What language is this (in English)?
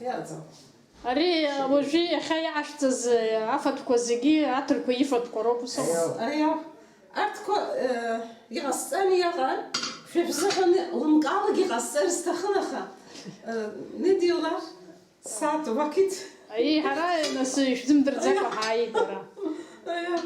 Abkhazian